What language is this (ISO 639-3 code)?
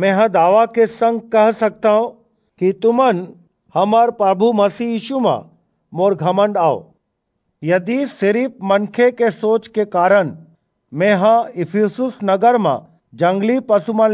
hne